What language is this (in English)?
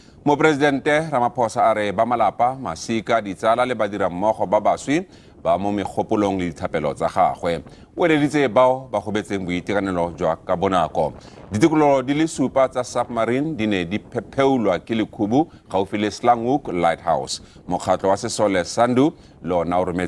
Tswana